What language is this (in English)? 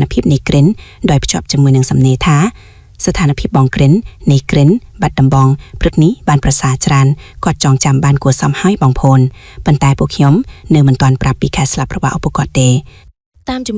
Khmer